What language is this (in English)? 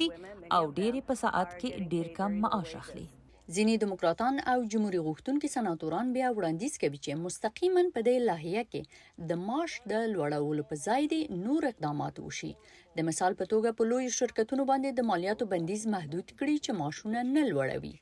Pashto